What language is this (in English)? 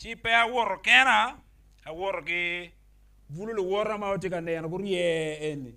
Acoli